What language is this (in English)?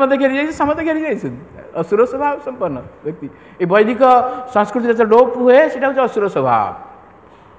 Odia